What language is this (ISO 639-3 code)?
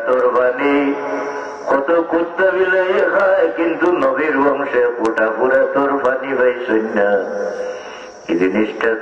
ben